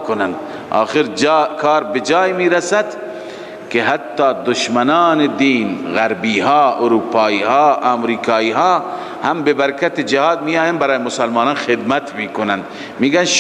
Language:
Persian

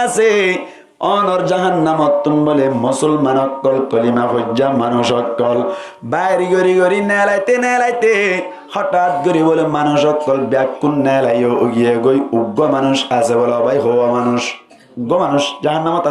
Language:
Rohingya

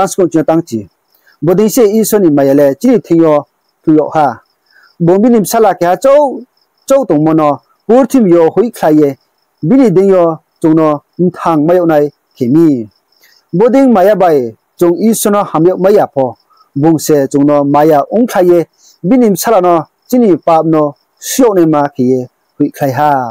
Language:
Riang (India)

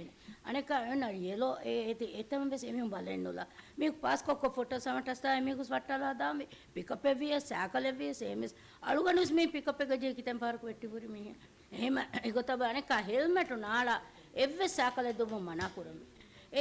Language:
Divehi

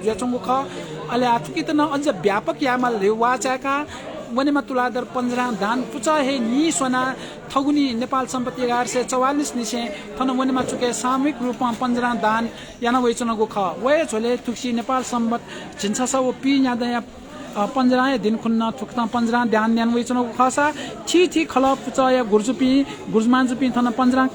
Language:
Newari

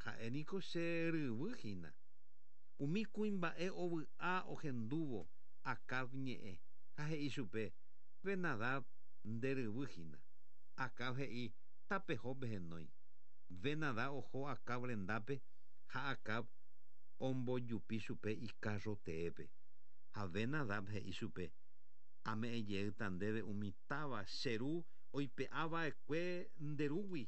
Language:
Guarani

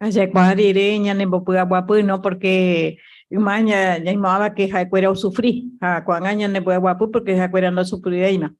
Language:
Guarani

